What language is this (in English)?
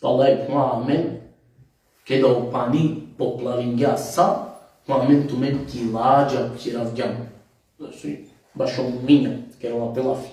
Balkan Romani